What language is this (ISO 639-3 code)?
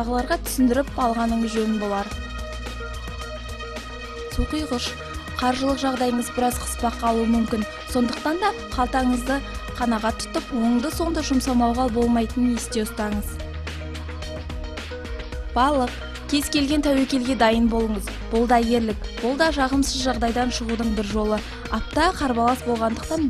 kaz